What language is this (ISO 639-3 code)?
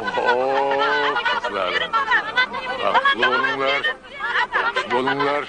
kaa